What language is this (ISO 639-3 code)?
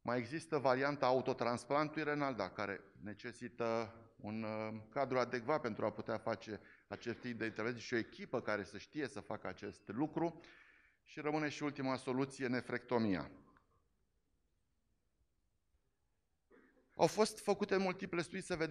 ron